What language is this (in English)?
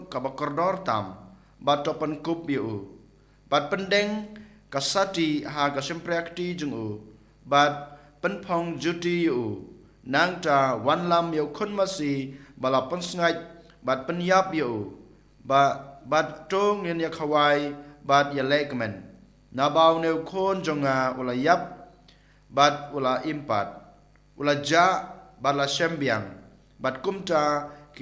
Khasi